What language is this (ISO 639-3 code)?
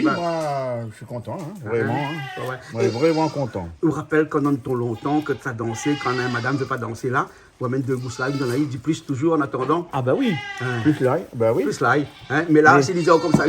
rcf